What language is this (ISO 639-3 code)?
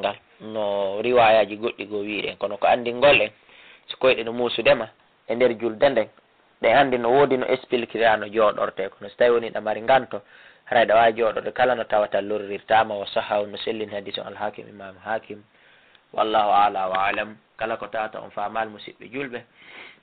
ful